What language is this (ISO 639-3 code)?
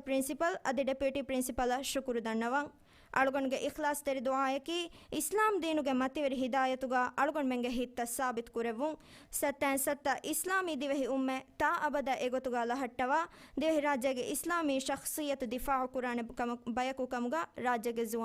div